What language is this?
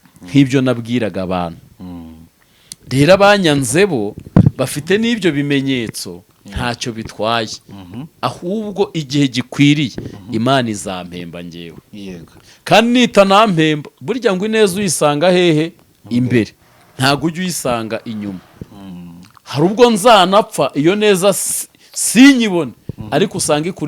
Kinyarwanda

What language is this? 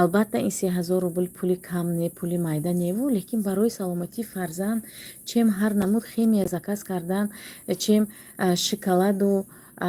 Tajik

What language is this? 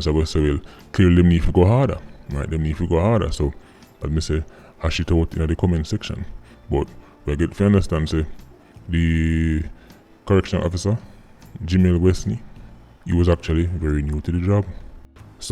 Jamaican Creole English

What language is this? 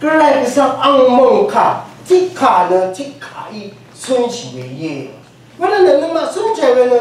Rawang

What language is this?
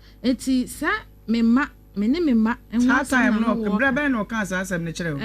Akan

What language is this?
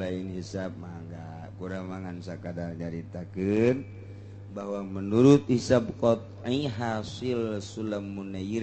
Sundanese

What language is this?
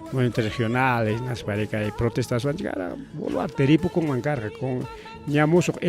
Ayacucho Quechua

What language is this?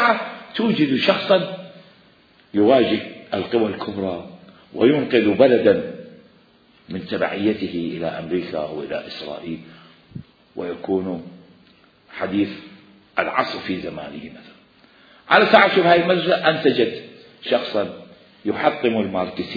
Mesopotamian Arabic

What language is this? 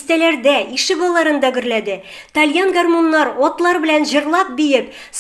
Tatar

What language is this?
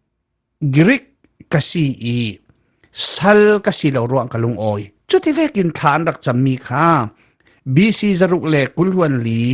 Falam Chin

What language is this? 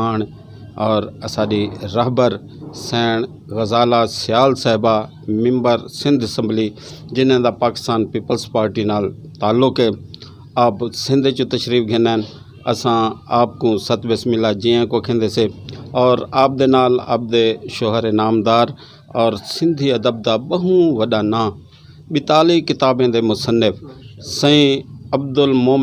Saraiki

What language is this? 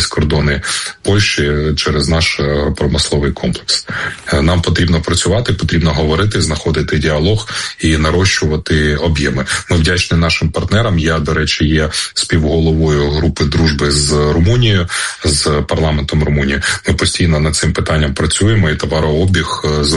Ukrainian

